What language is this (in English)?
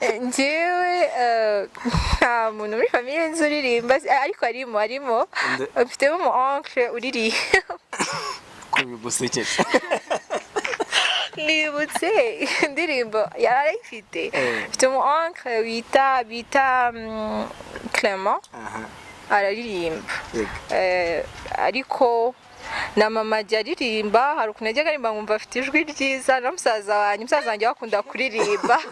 Kinyarwanda